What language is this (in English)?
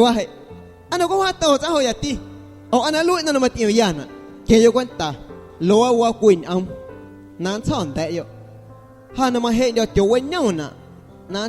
Guerrero Amuzgo